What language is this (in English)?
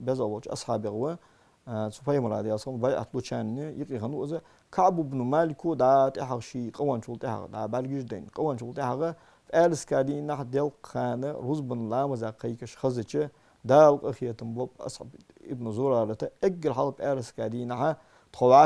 Ingush